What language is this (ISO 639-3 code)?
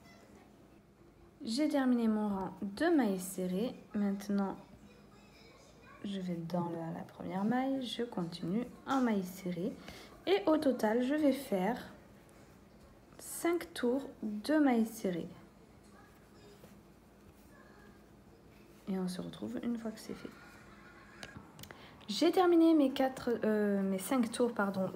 fra